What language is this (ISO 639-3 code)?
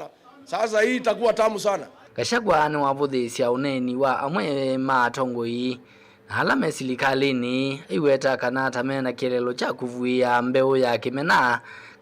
kam